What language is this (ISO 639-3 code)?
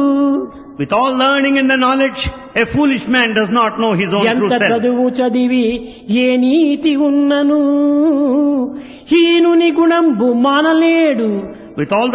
tel